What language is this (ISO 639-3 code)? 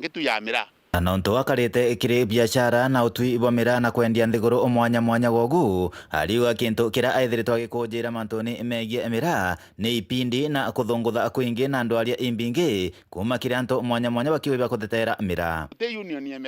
mer